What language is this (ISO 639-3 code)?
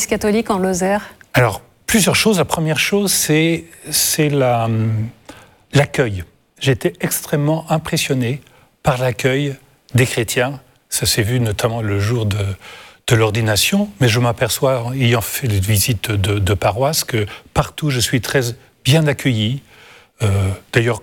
fra